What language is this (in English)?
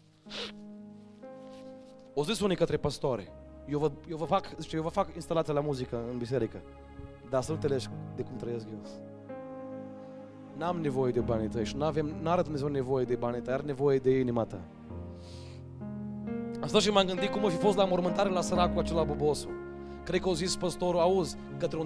Romanian